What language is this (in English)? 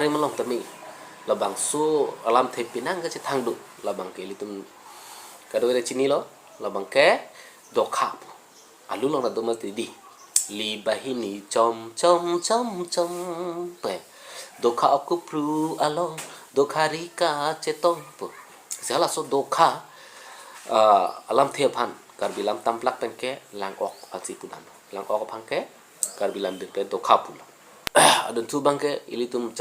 Karbi